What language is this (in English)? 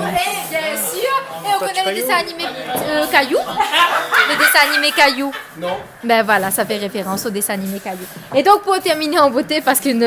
Réunion Creole French